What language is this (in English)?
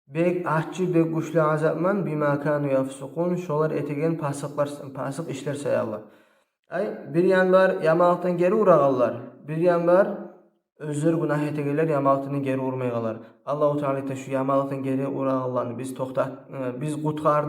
Kumyk